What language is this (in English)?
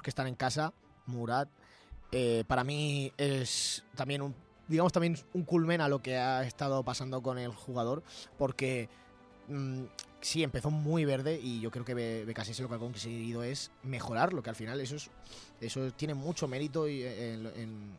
Spanish